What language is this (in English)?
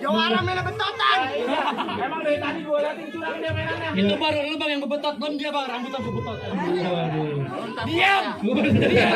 Betawi